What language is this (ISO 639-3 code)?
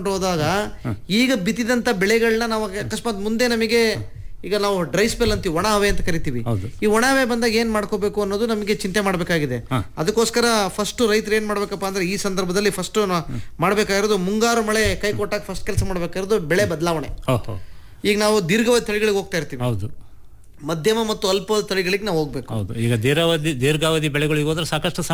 kan